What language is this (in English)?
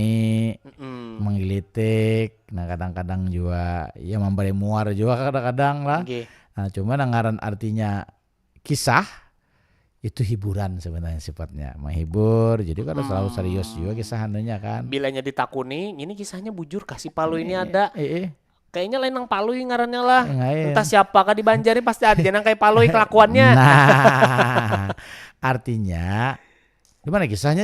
Banjar